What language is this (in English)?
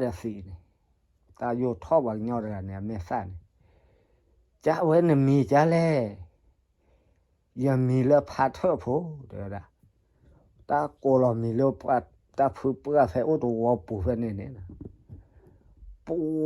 S'gaw Karen